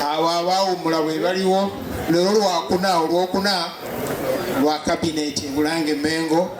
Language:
Ganda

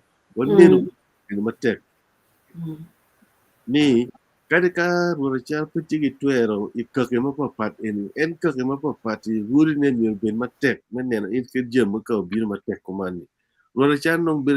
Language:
Acoli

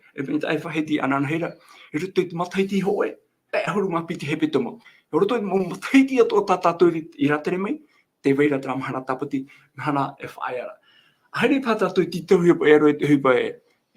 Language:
Tahitian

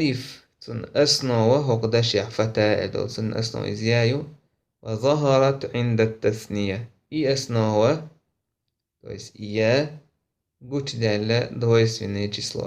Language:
Chechen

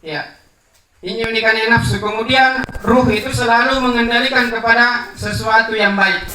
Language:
Makasar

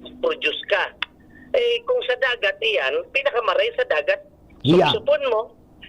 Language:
Bikol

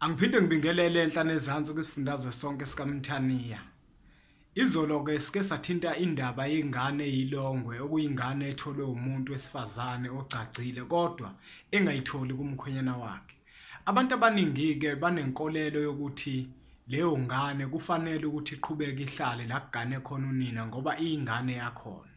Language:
Zulu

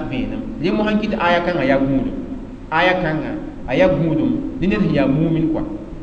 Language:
Mossi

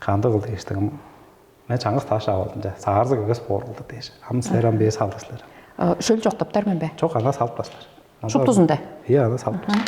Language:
Tuvinian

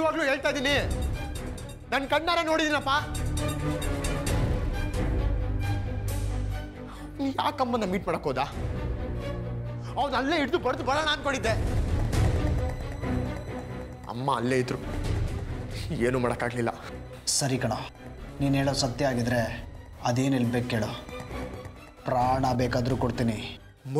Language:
Kannada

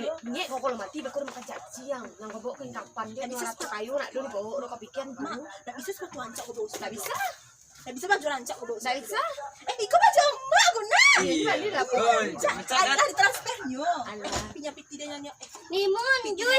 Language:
Minangkabau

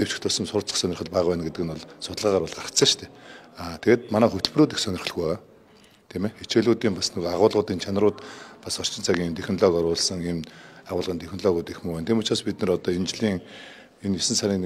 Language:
Mongolian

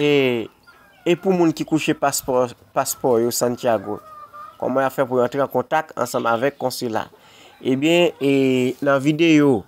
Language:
Haitian Creole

